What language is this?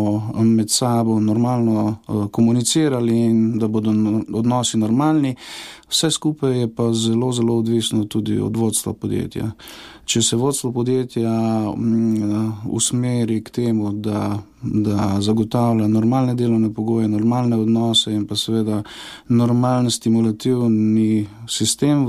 Slovenian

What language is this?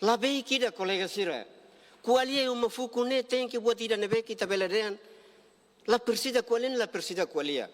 Tetum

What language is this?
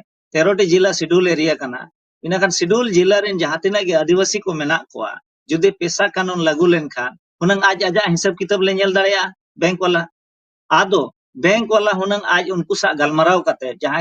Santali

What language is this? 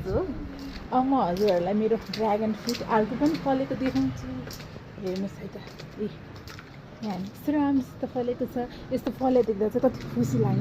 Nepali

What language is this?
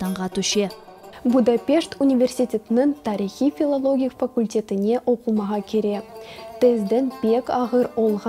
Crimean Tatar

